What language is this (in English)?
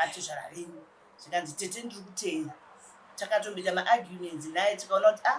Shona